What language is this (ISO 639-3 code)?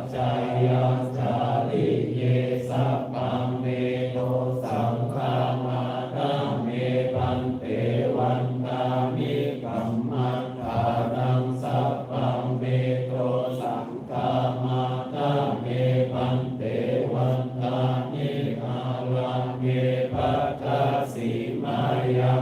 pli